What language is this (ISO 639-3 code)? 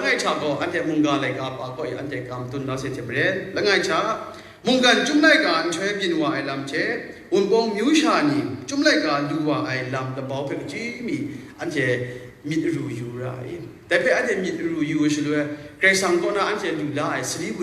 kac